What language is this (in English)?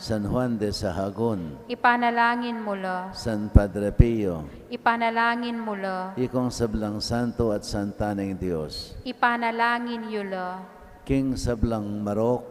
Pampanga